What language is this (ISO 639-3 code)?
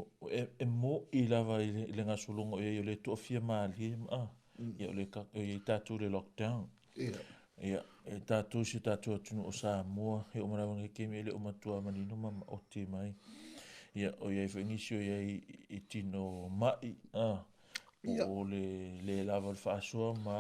smo